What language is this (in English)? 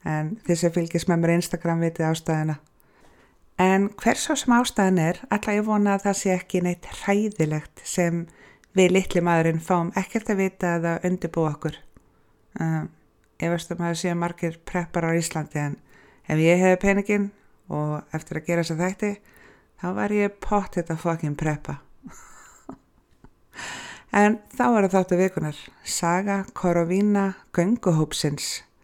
Icelandic